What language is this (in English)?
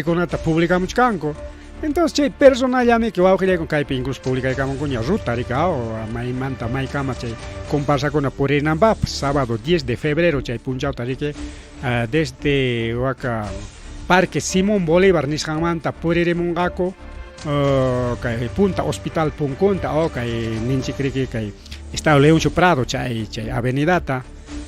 Ayacucho Quechua